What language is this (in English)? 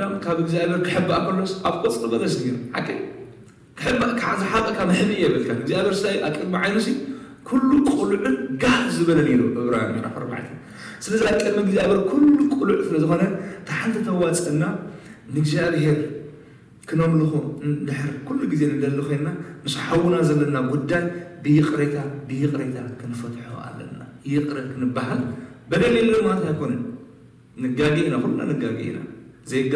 Tigrinya